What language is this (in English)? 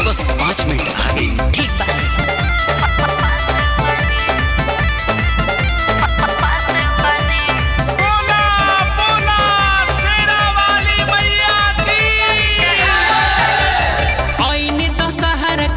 Bhojpuri